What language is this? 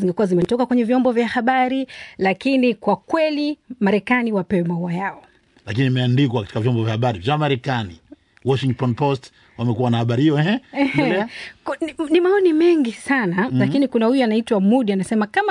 Swahili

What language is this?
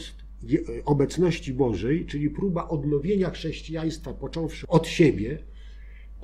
Polish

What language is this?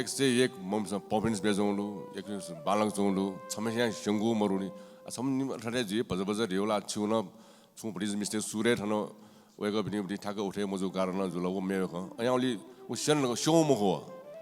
Newari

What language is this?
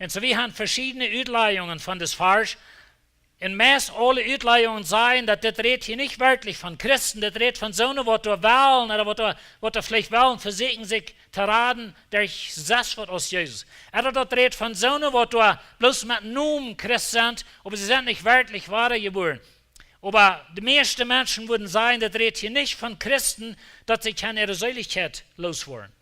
Plautdietsch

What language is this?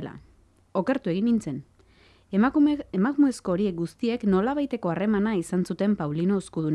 Basque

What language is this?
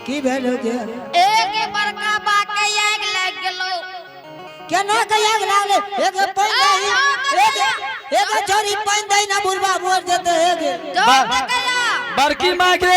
Angika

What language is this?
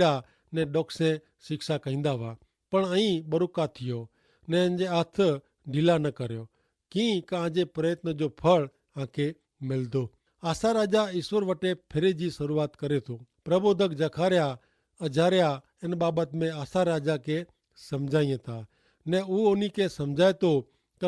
Kachhi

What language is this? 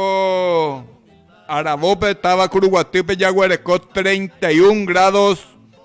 Guarani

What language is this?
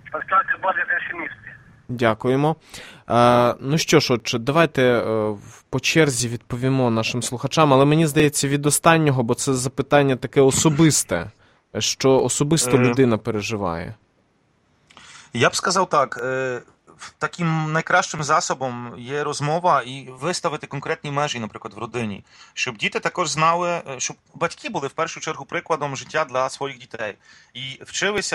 Ukrainian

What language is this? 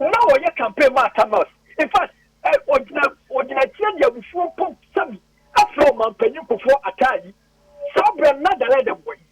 Akan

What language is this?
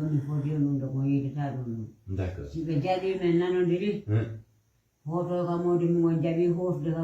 Fula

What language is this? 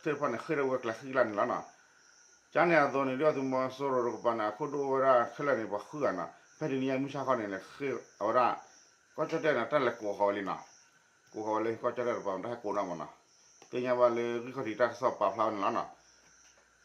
S'gaw Karen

